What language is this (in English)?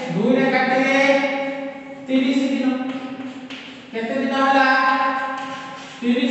Odia